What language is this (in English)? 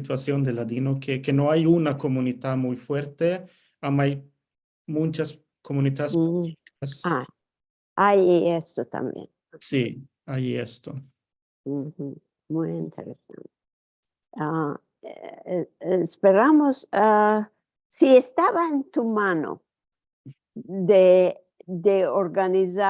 Ladino